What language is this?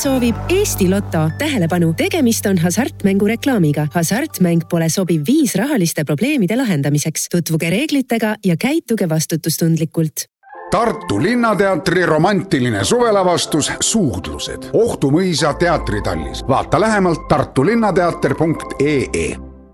Estonian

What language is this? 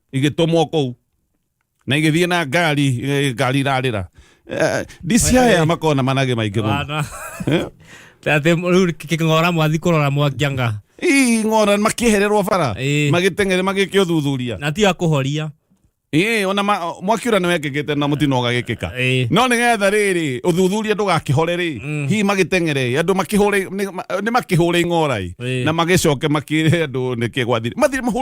Kikuyu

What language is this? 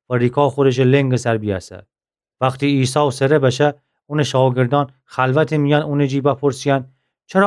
Gilaki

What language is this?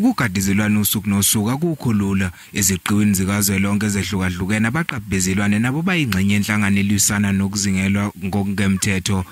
Zulu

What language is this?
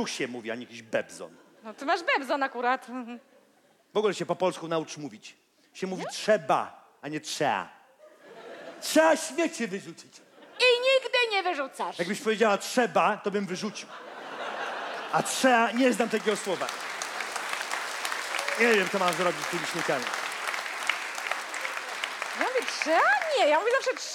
Polish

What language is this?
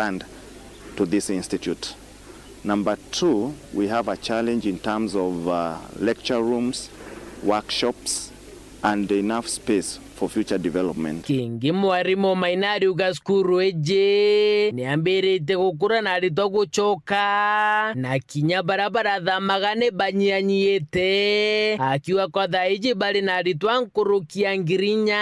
Meru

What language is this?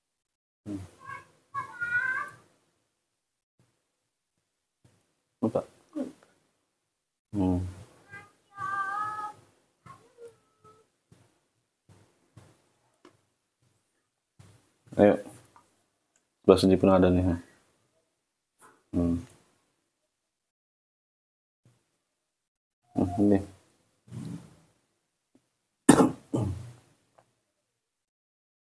Indonesian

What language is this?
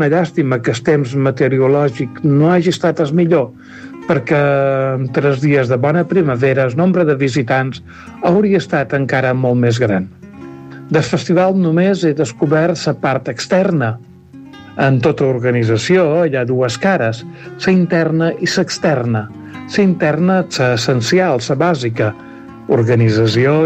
Catalan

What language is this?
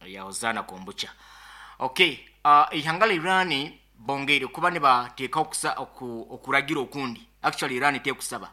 Nyankole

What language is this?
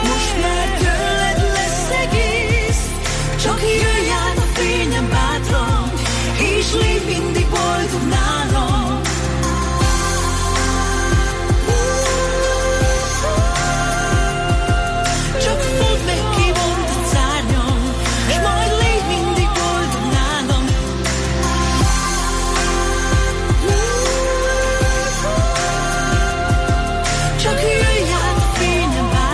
Hungarian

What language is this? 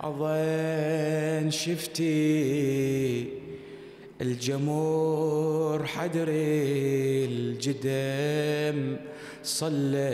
Mesopotamian Arabic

